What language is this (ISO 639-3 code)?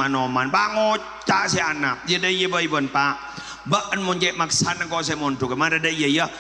mad